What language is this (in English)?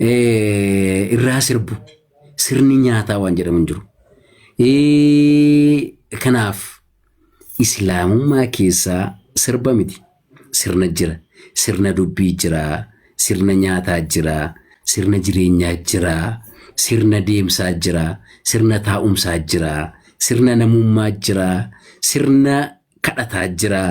Oromo